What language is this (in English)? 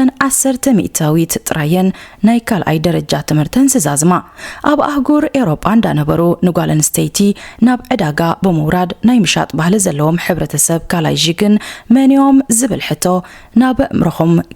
Tigrinya